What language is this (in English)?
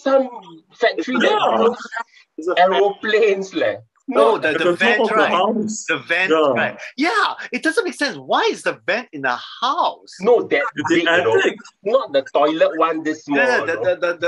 English